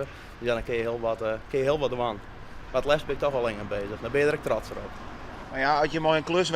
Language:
Western Frisian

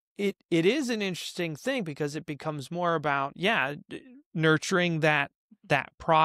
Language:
English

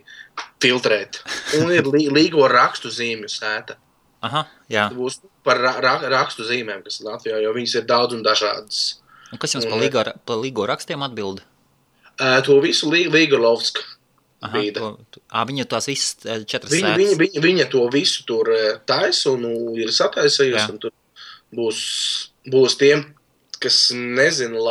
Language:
Latvian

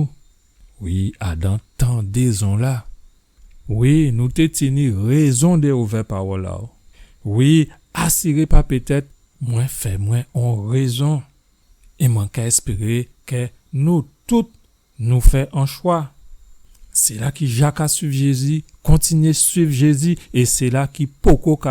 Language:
Guadeloupean Creole French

